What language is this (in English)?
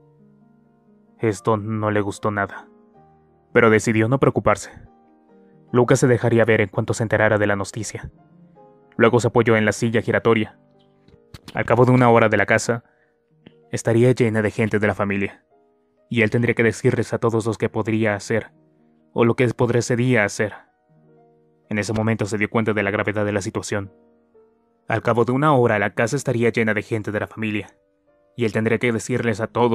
Spanish